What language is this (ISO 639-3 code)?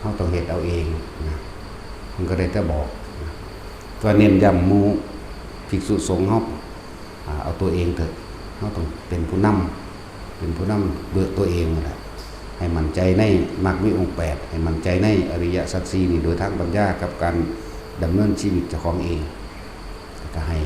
tts